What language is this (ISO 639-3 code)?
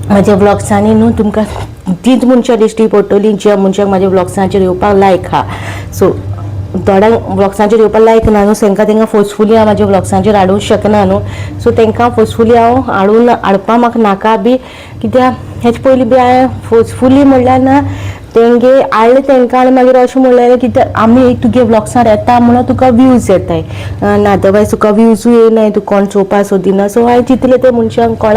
kok